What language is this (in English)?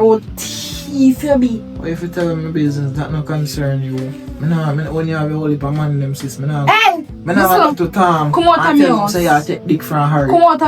Jamaican Creole English